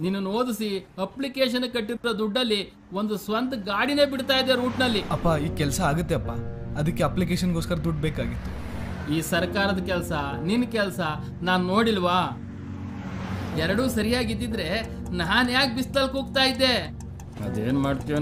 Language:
Kannada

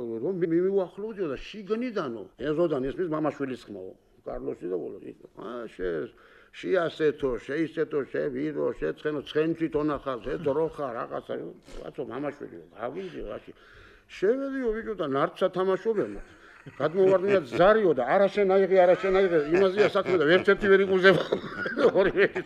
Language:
Georgian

